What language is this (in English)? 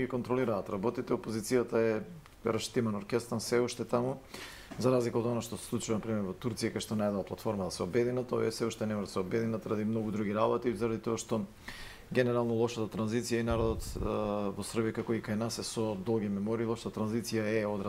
Macedonian